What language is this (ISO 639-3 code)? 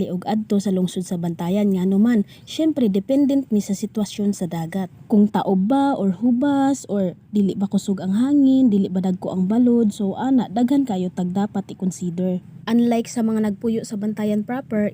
ceb